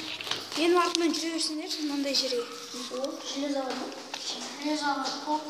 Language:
Kazakh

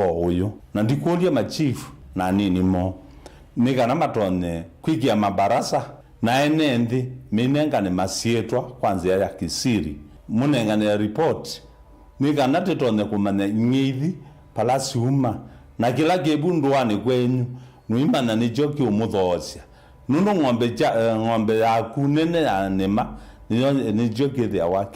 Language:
Kamba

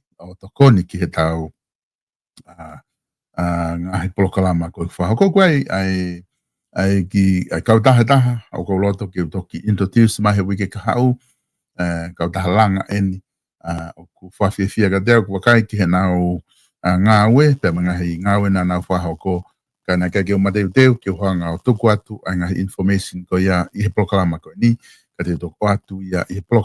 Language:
Tongan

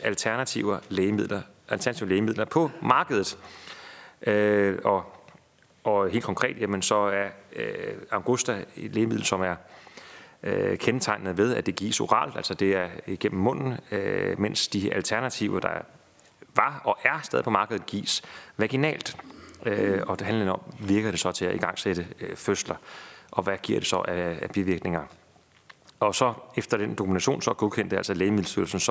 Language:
Danish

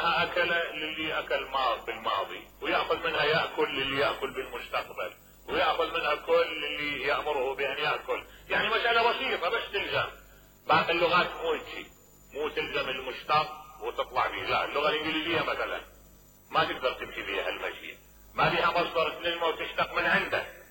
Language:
Mesopotamian Arabic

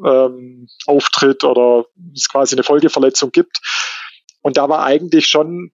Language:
German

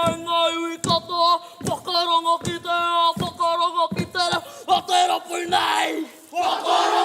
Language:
Māori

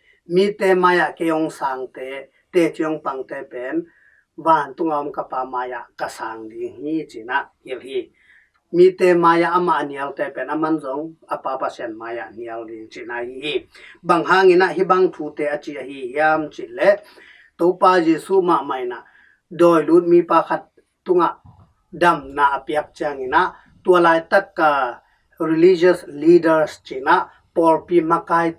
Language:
Tedim Chin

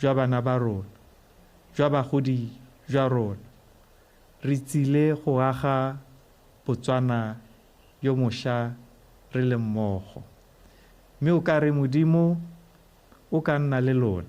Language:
Tswana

